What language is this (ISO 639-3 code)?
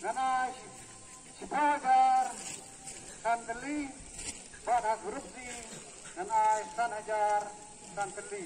kha